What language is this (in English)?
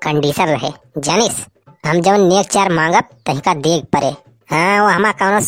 Awadhi